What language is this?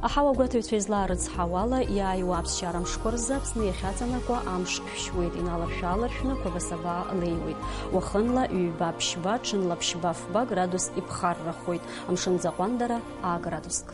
Abkhazian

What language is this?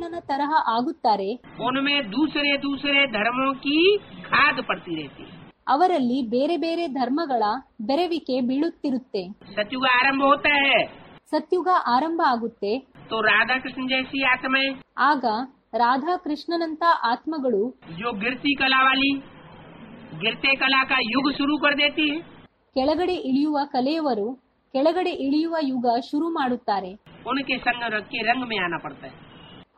Kannada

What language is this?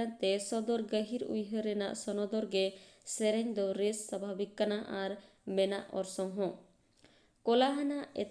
Santali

